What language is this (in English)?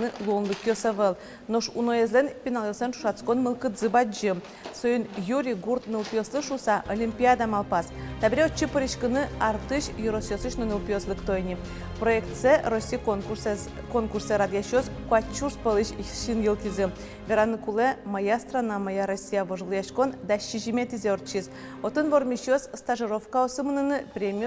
Udmurt